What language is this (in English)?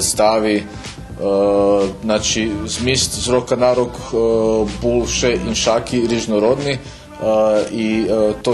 Rusyn